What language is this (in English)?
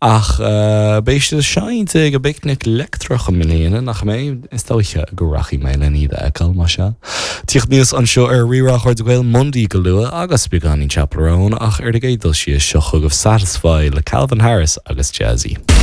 Irish